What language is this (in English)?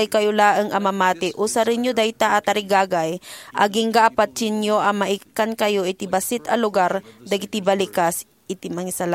Iloko